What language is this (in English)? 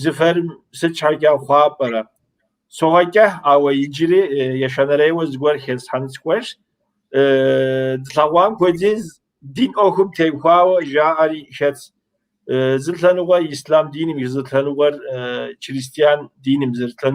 Kabardian